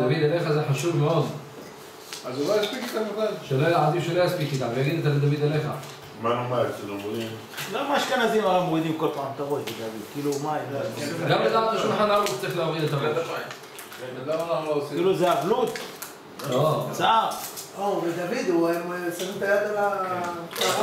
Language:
Hebrew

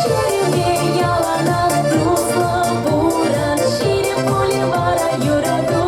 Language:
Chuvash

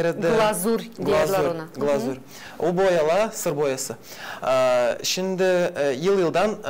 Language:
Gagauz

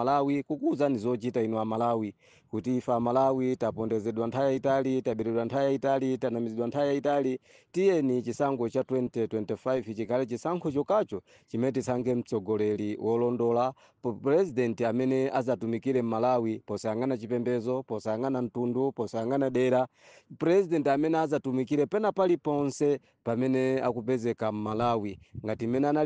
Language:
Nyanja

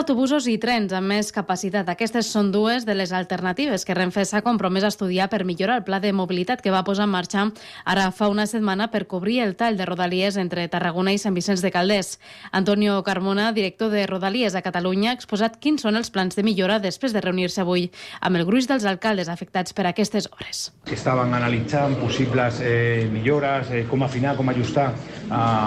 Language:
Catalan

